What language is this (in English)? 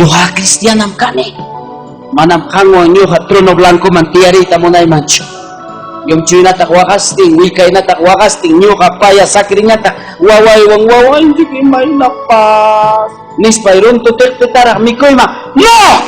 Ayacucho Quechua